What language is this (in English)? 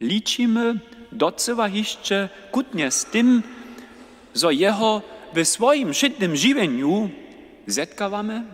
Upper Sorbian